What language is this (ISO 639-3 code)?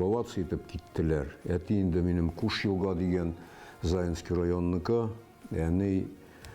tat